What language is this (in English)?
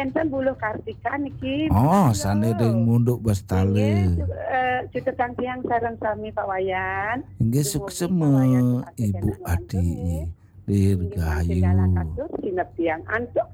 Balinese